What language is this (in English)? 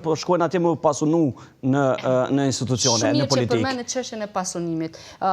Albanian